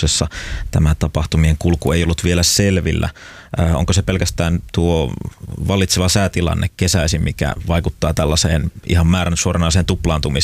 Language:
Finnish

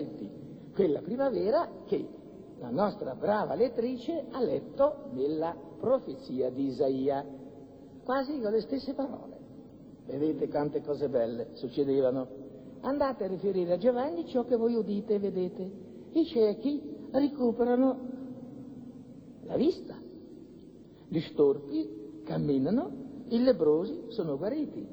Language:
Italian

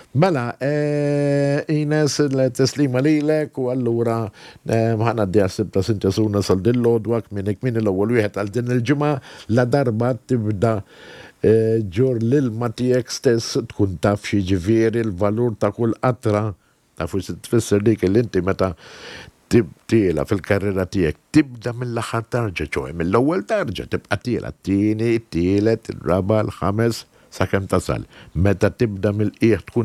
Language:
Maltese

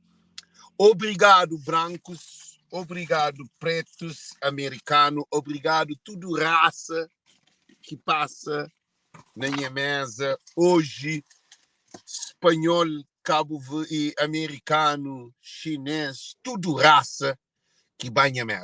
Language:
Kabuverdianu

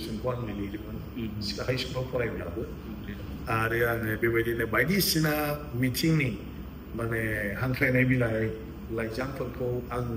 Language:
Bodo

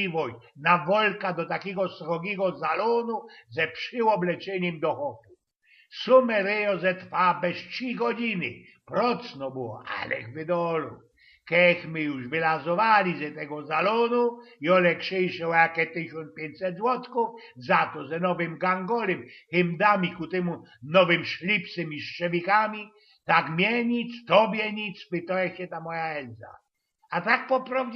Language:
Silesian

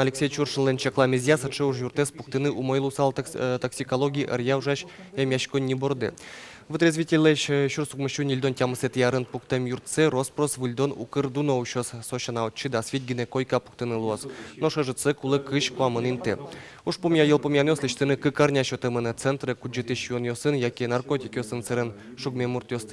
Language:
Udmurt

